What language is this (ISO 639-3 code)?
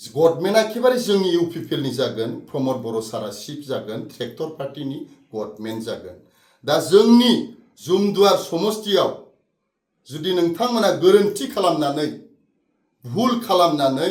brx